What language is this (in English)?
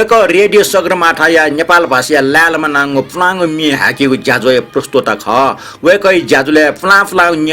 Newari